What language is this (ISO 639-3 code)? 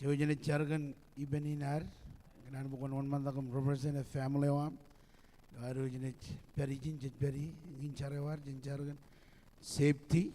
mah